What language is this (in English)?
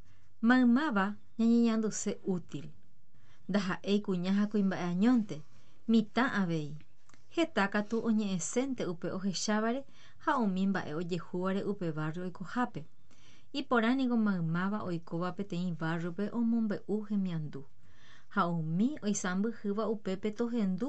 Guarani